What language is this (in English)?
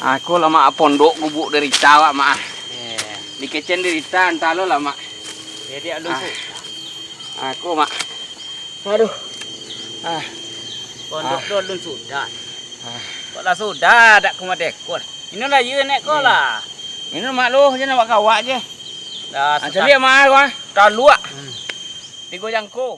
Minangkabau